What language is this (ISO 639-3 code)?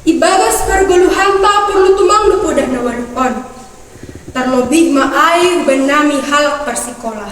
bts